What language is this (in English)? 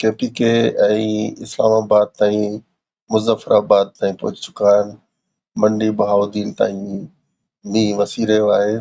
Sindhi